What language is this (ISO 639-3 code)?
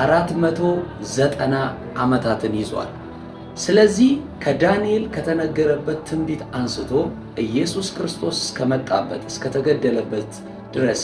amh